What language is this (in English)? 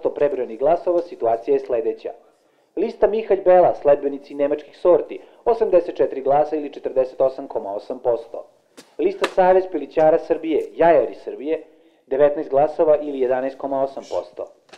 Serbian